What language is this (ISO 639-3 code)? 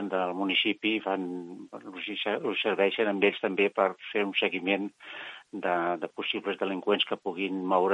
cat